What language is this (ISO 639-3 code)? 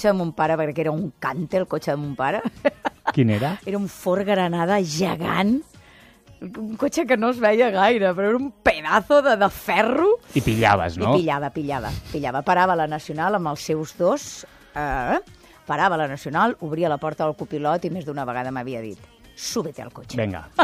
cat